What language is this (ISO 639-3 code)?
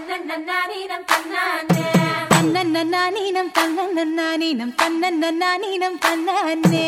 tam